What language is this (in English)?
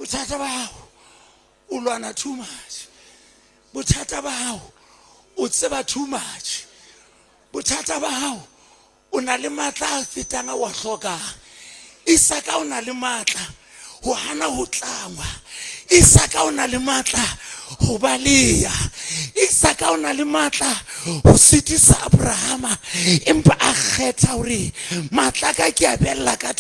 Southern Sotho